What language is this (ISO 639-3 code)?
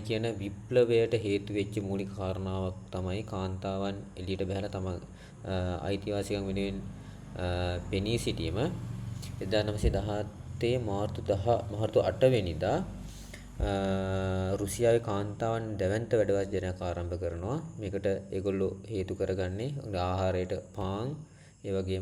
sin